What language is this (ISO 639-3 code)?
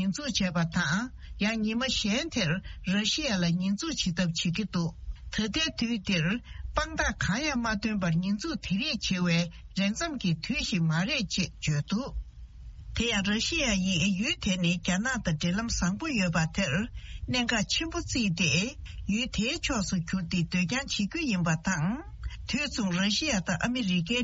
bod